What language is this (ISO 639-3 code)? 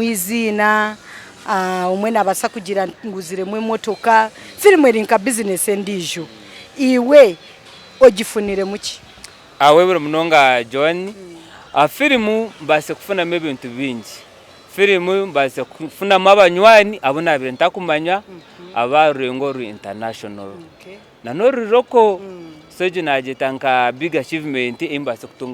nyn